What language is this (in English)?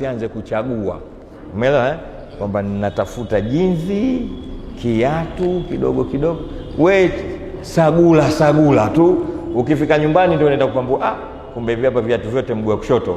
Swahili